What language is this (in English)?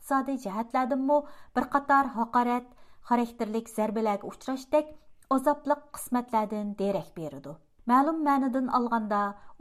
Uyghur